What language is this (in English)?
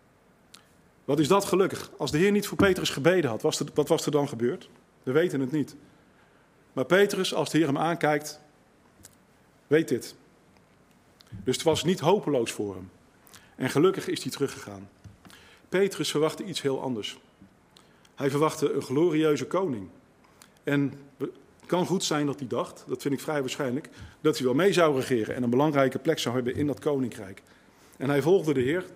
Dutch